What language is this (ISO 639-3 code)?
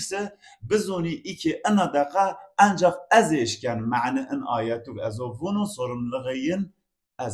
zza